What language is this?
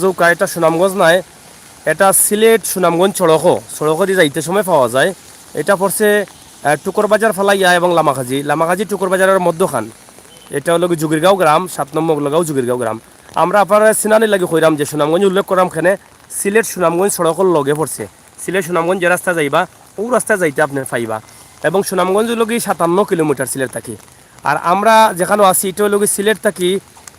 Sylheti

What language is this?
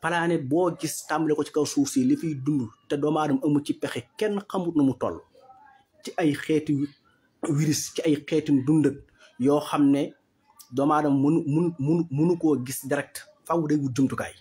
Wolof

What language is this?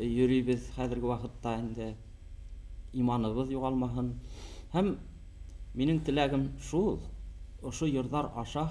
Bashkir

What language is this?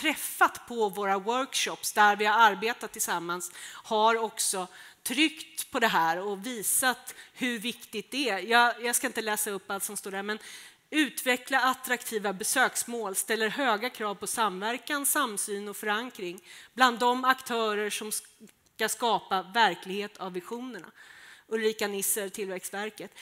Swedish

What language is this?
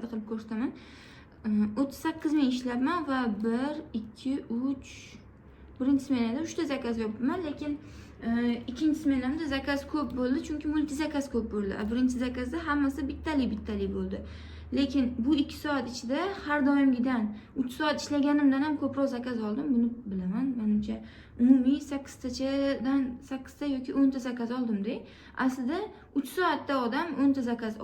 Uzbek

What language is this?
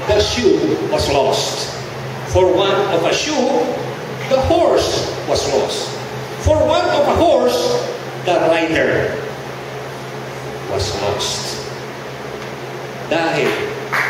Filipino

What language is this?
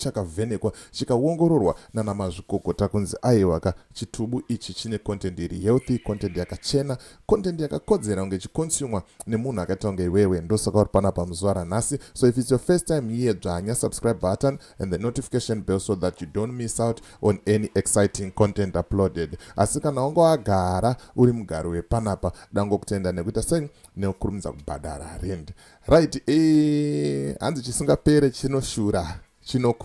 Shona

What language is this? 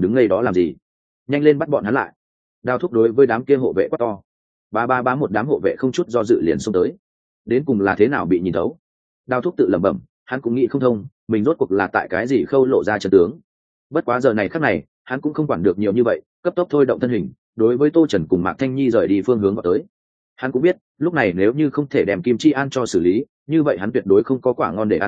Vietnamese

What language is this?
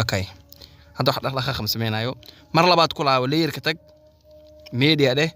Somali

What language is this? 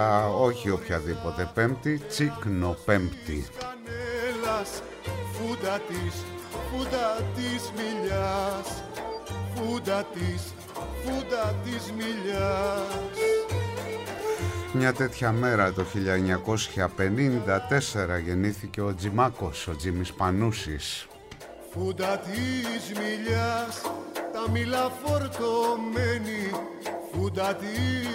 Greek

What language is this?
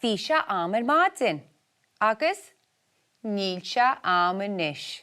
Irish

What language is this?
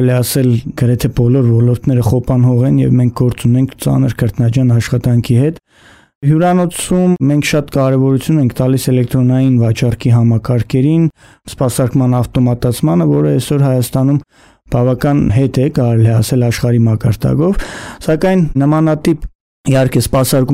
Armenian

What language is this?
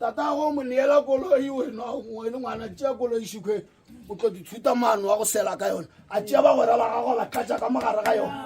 Northern Sotho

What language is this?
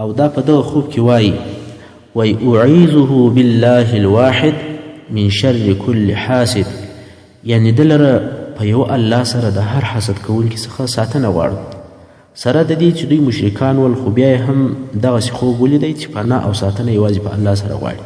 Pashto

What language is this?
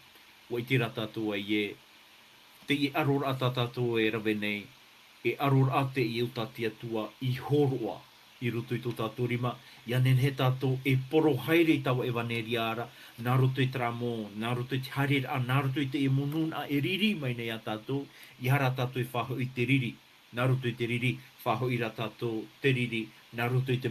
Tahitian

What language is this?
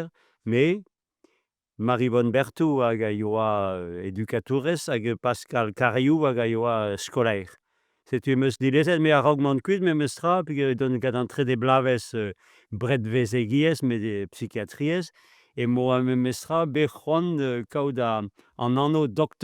Breton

